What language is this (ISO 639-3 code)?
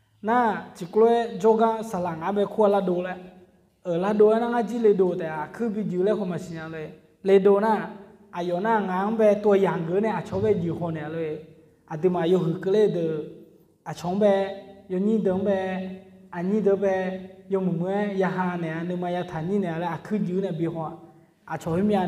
ahk